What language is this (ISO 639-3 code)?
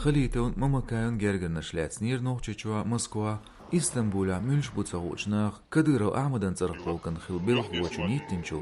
che